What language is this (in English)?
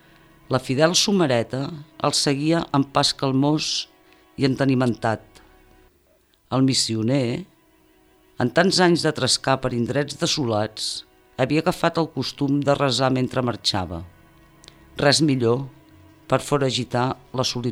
Catalan